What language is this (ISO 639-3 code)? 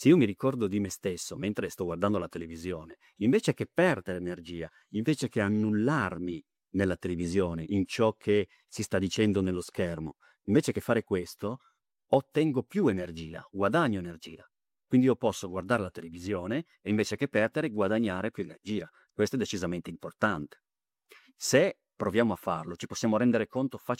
ita